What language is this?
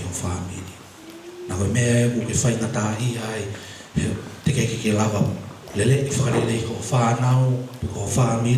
Tongan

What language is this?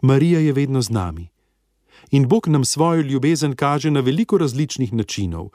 Slovenian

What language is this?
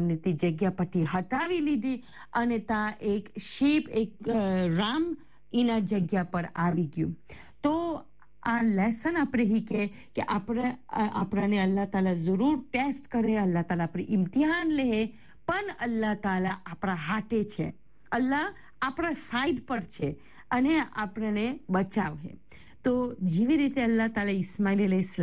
Gujarati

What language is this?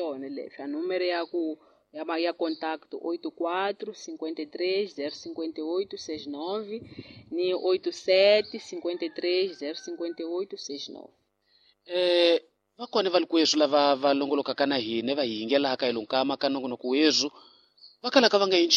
Tsonga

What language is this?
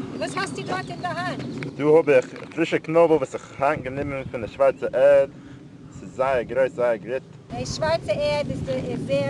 Yiddish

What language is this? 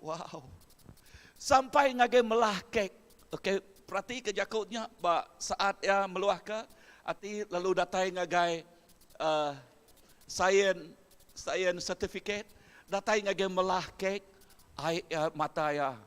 Iban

